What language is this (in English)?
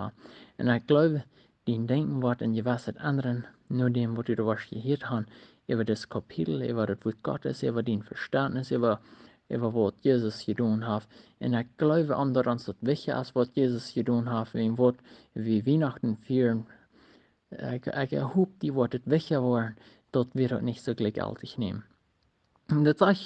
Plautdietsch